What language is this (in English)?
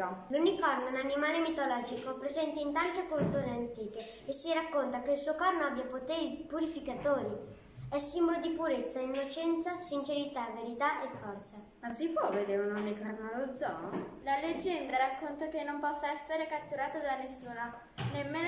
Italian